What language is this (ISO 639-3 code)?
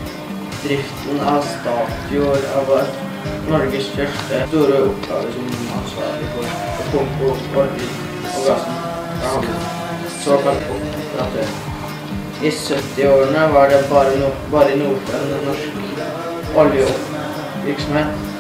nor